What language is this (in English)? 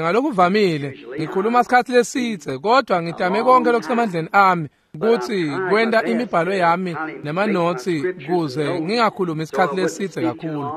Swati